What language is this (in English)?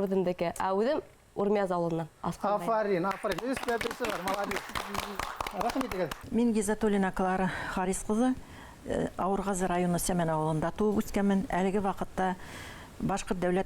Bashkir